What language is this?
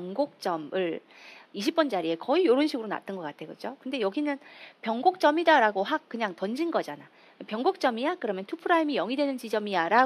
Korean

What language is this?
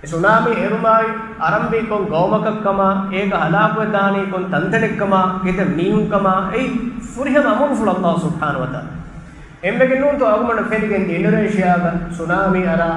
Divehi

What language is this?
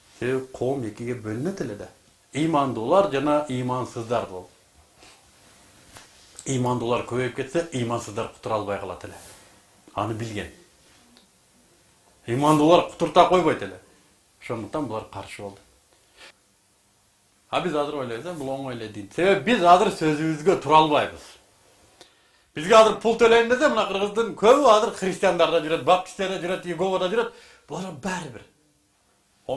Kyrgyz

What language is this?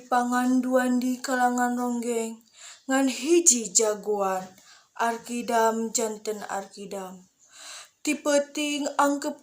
Sundanese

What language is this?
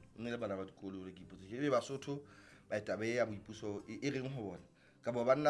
Southern Sotho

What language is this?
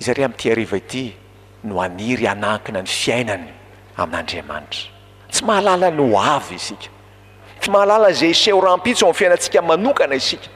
Malagasy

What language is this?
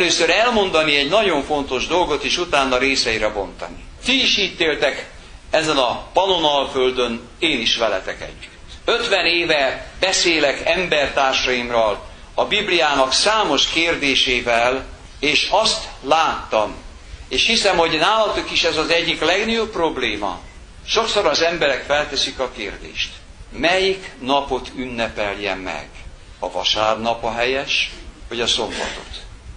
Hungarian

